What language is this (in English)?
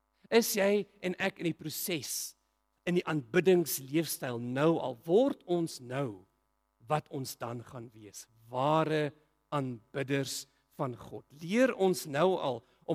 Afrikaans